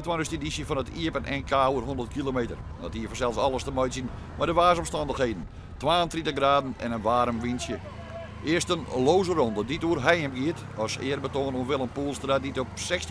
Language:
Western Frisian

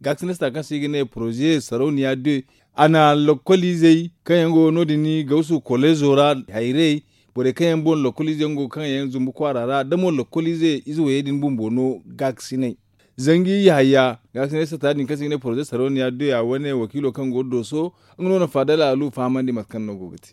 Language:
Zarma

